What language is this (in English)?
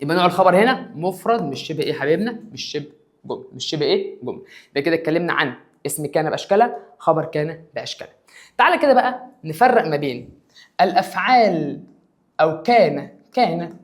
Egyptian Arabic